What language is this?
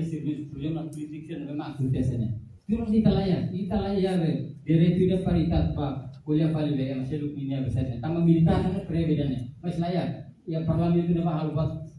Tetum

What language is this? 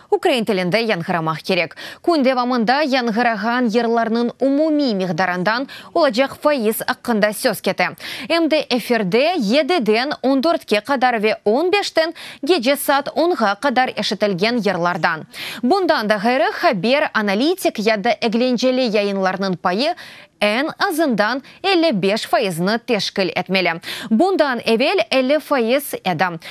Crimean Tatar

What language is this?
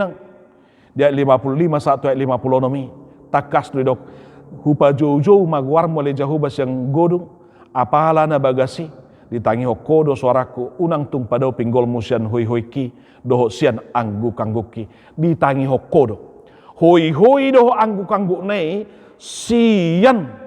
Batak Toba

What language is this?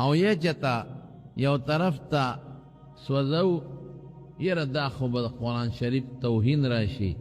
Pashto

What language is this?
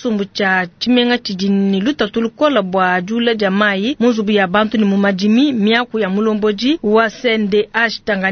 Luba-Lulua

